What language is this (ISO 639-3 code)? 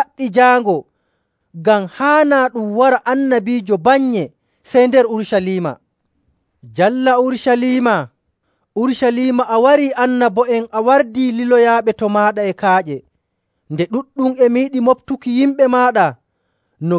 fuv